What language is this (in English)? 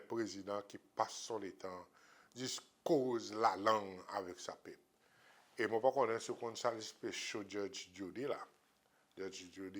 Seselwa Creole French